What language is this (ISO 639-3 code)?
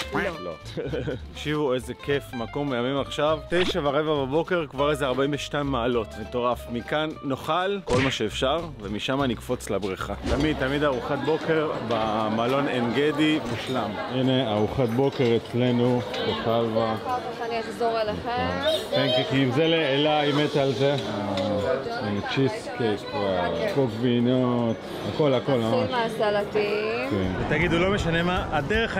heb